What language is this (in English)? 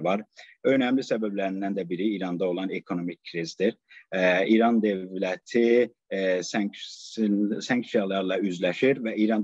South Azerbaijani